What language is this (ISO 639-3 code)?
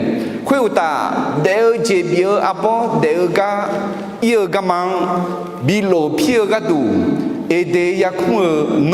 ahk